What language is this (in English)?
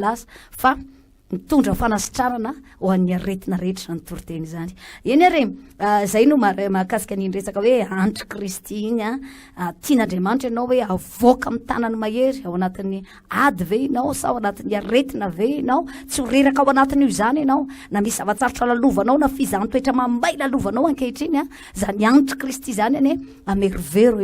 Malagasy